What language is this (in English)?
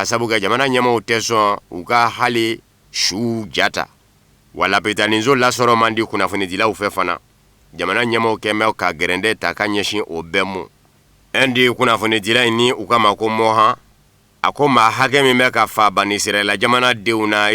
Bambara